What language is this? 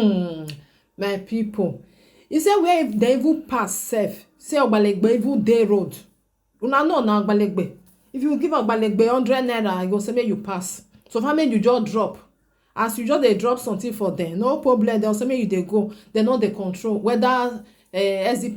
Nigerian Pidgin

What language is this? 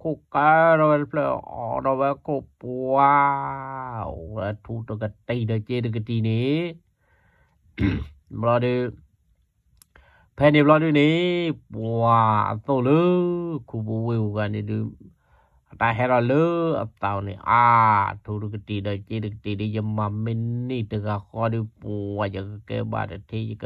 S'gaw Karen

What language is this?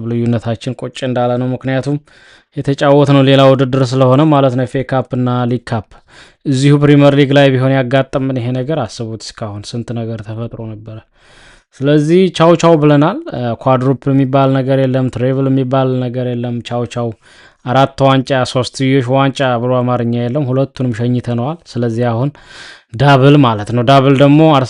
Amharic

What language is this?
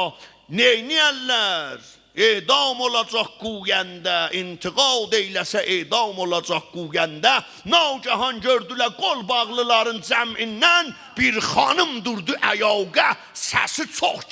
South Azerbaijani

